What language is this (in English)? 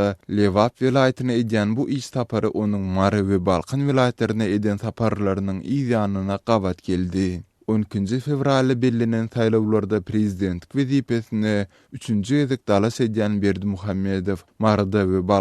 Turkmen